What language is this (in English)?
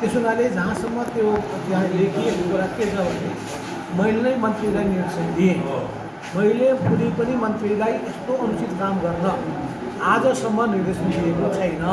Nepali